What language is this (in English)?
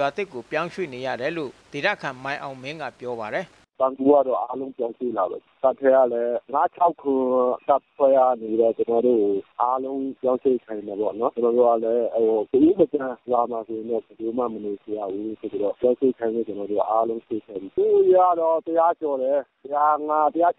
Burmese